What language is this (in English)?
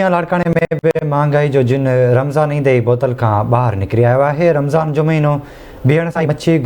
Sindhi